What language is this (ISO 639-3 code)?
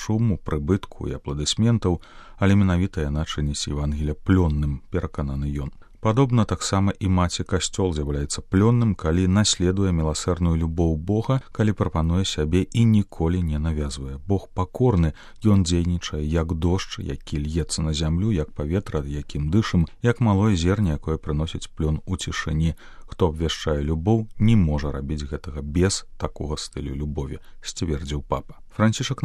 bel